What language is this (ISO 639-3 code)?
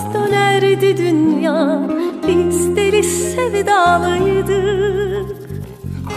tur